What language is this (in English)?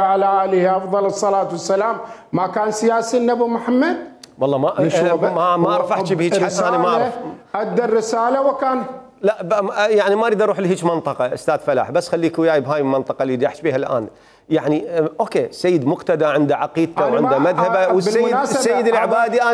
Mesopotamian Arabic